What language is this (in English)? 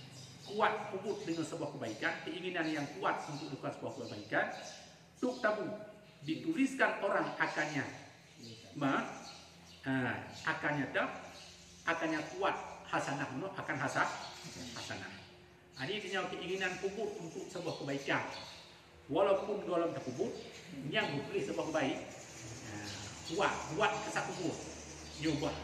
Achinese